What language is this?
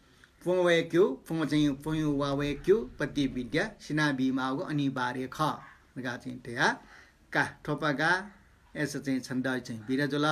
Newari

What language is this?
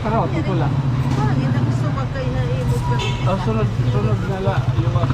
Waray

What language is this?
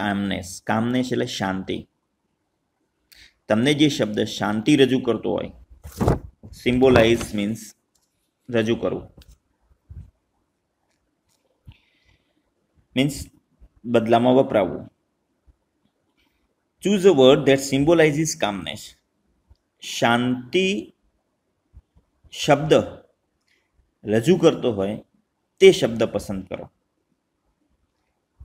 Gujarati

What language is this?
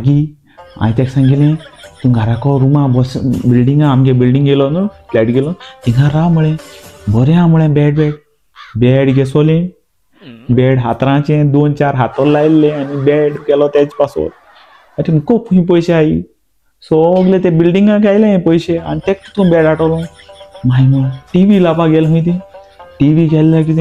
Konkani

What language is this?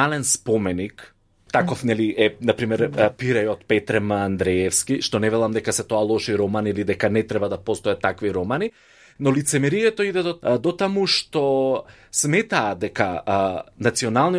Macedonian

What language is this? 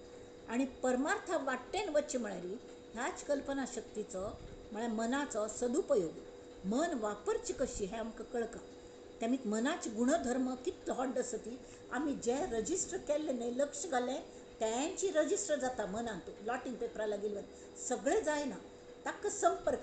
Konkani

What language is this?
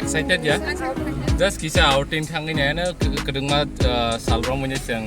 Kok Borok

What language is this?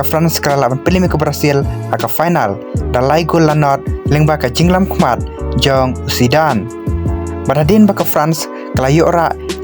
Khasi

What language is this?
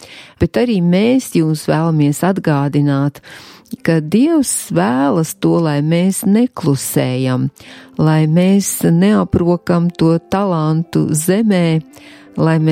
Latvian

